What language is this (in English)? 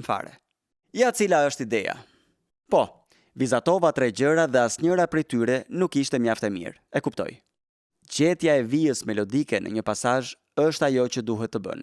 Albanian